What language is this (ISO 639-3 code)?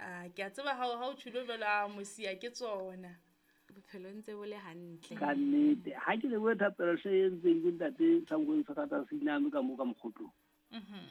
sot